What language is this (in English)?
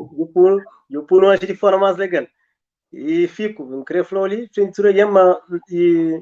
Kabuverdianu